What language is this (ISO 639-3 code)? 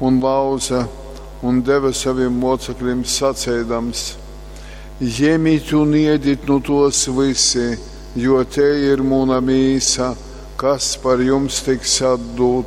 ltg